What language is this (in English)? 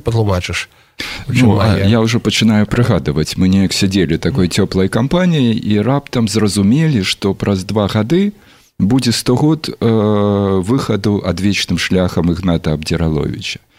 Belarusian